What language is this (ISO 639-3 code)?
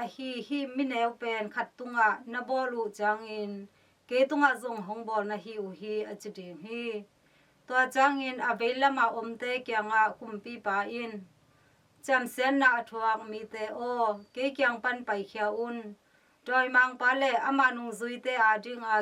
ctd